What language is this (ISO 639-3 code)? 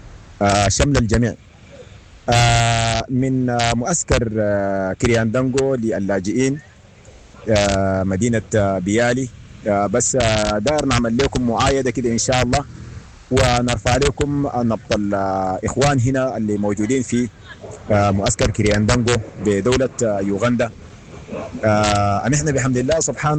apd